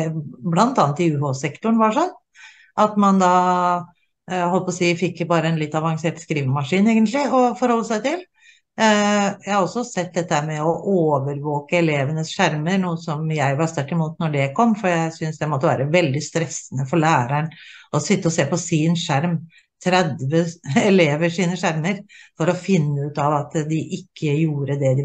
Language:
Norwegian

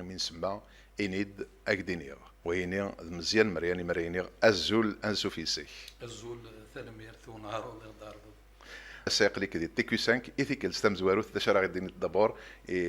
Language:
Kabyle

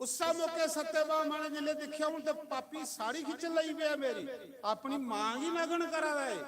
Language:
Dogri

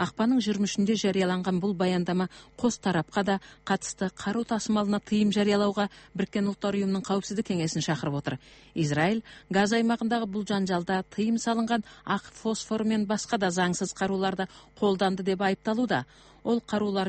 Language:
Kyrgyz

